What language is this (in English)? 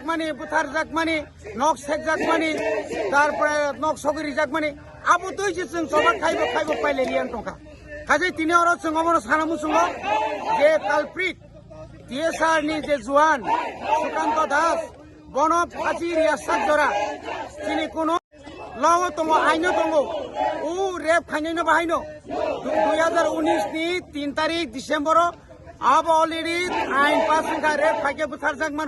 Kok Borok